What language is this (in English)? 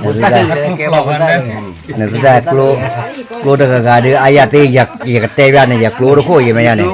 S'gaw Karen